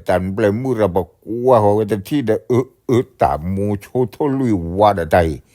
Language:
S'gaw Karen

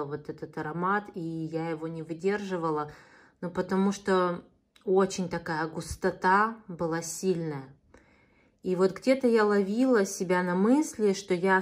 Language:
Russian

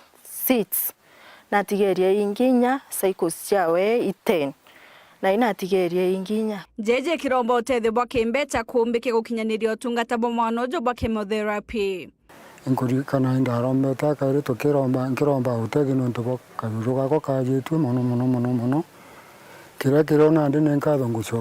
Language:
Meru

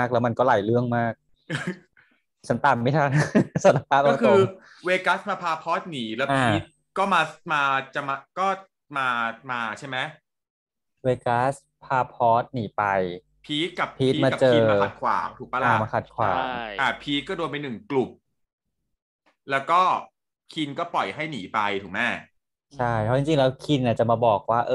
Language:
Thai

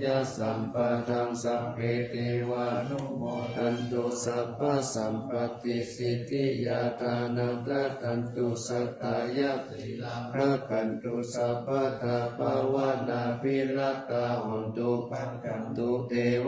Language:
Pali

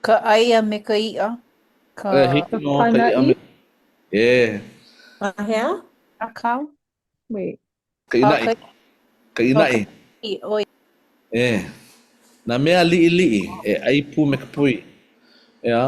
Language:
Hawaiian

